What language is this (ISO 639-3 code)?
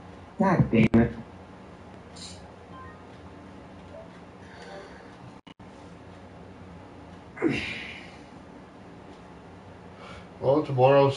eng